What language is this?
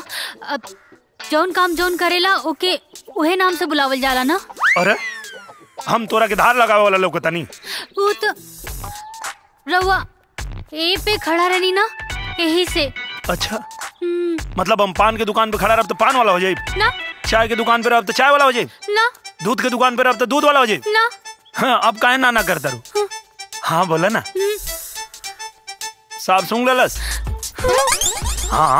Bhojpuri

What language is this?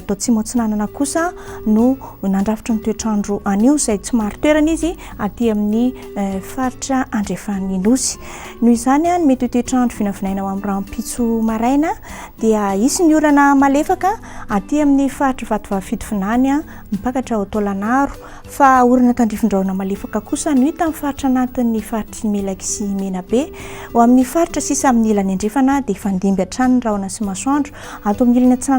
Malagasy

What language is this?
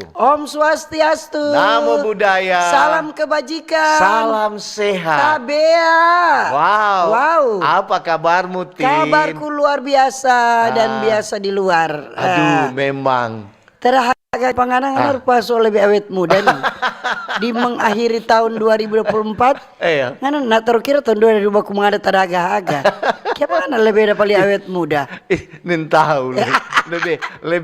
Manado Malay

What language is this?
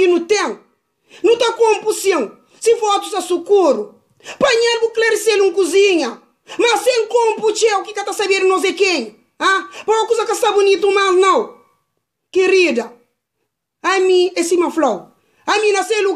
Kabuverdianu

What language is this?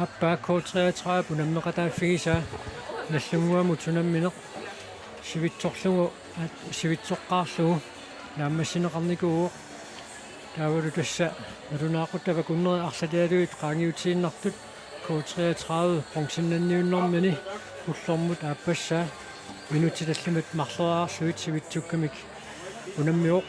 Kalaallisut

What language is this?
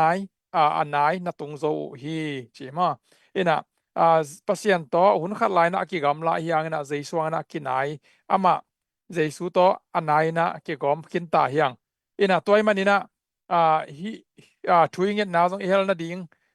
Tedim Chin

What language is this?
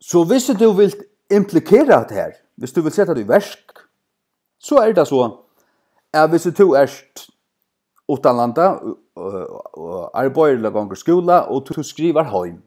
Faroese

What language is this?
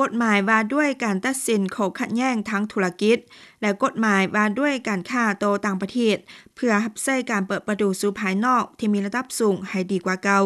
Lao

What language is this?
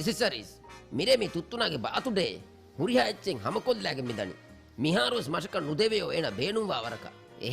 Divehi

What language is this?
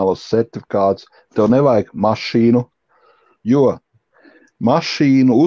Latvian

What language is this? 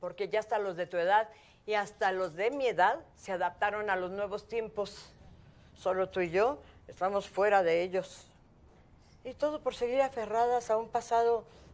Spanish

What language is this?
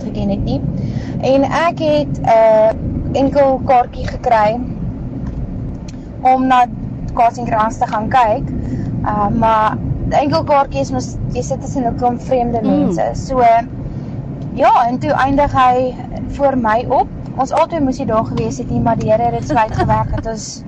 Afrikaans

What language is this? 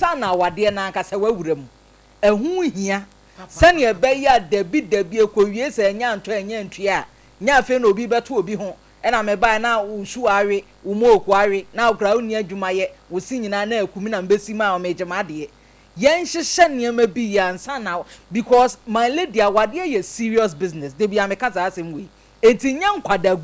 Akan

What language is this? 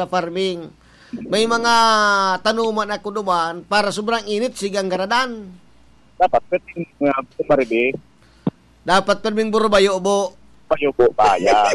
Bikol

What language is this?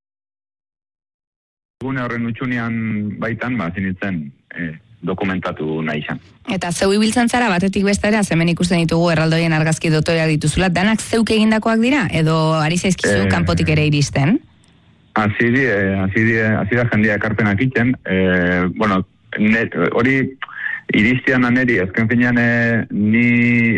Basque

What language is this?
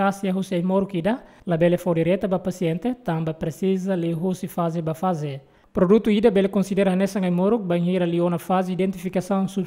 Tetum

